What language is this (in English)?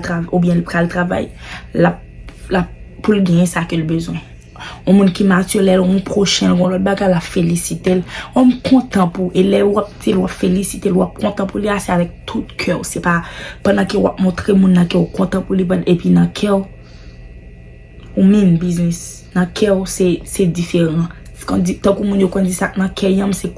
Haitian Creole